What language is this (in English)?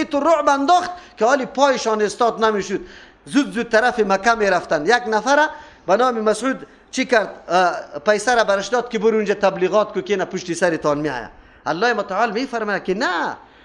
Persian